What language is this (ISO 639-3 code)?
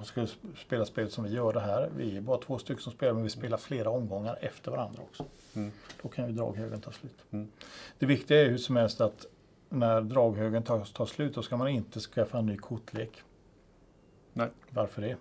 swe